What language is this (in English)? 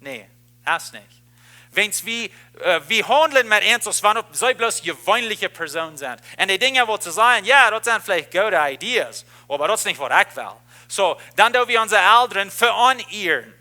Plautdietsch